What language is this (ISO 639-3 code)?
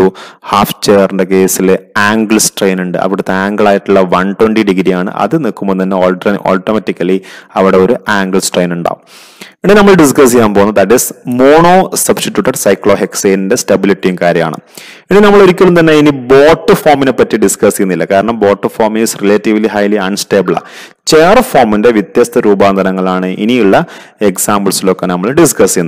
mal